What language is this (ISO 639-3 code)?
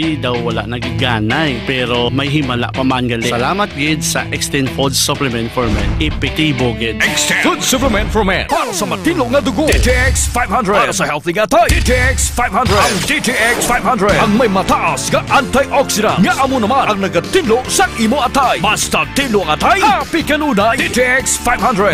hil